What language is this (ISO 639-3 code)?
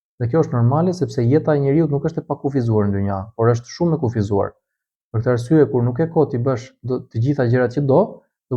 sqi